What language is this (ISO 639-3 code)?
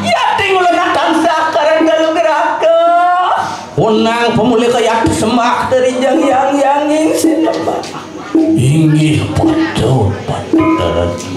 ban